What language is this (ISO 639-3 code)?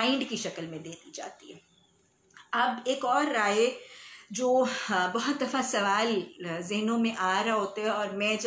urd